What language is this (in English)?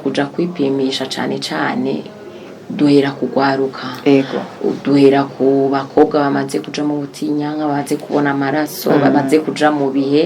Rundi